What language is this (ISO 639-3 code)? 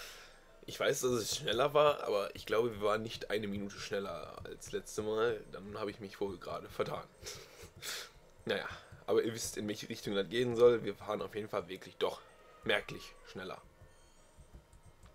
deu